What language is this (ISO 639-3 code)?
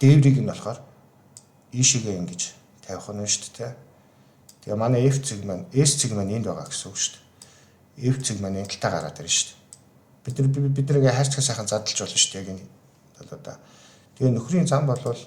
mon